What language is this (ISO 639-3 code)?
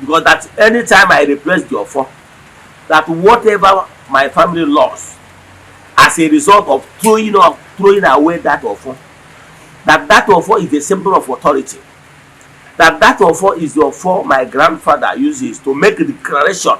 ibo